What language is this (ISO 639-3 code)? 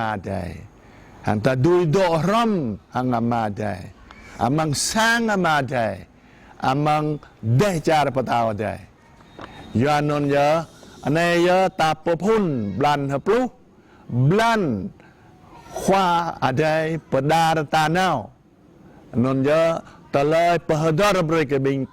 jra